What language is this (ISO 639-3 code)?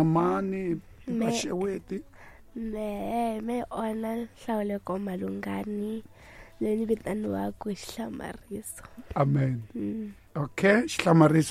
tso